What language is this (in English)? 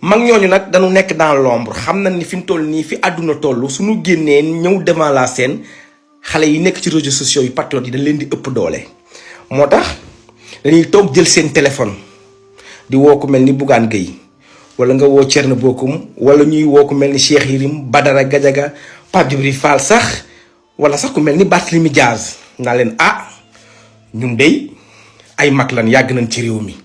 Wolof